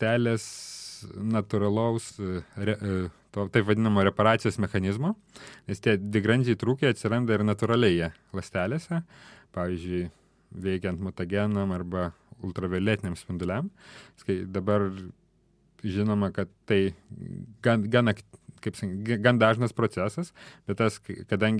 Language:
Lithuanian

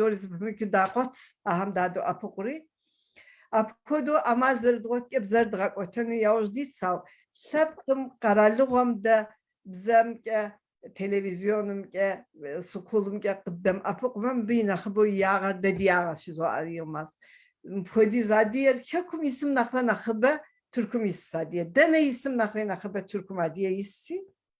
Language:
Kabardian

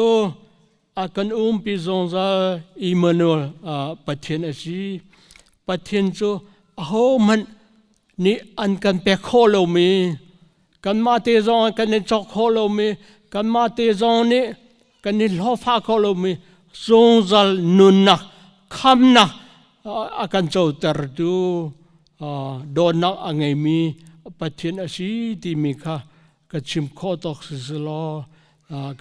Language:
Hakha Chin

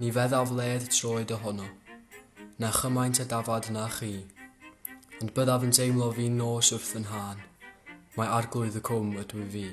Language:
Welsh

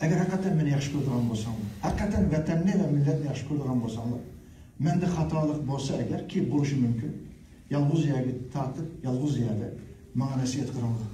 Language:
Uyghur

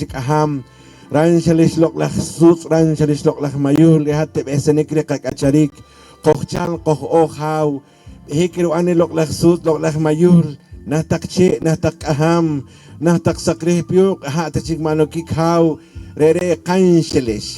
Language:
Poqomchi'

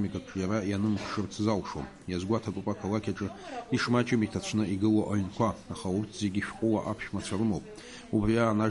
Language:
Abkhazian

